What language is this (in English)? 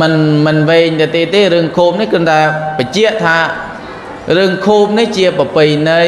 Khmer